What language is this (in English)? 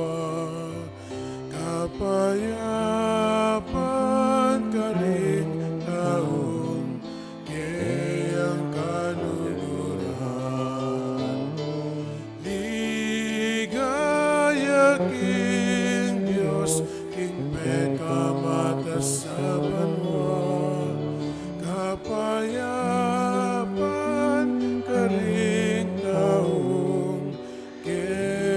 Pampanga